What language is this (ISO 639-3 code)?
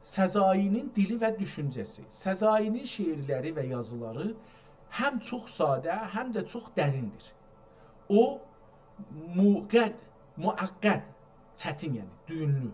azb